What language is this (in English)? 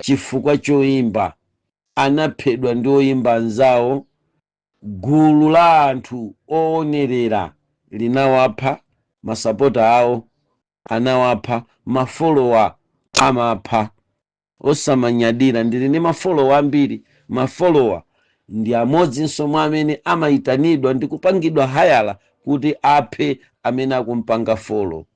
Nyanja